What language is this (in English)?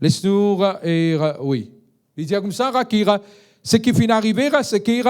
Morisyen